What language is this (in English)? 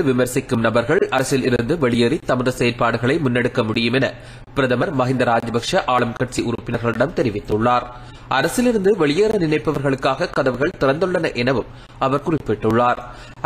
Tamil